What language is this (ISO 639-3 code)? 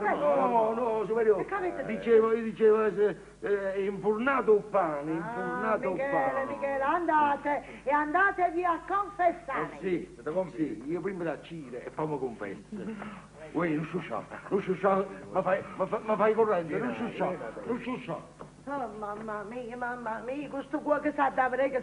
nap